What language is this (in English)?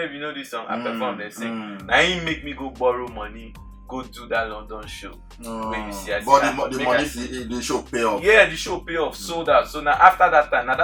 Nigerian Pidgin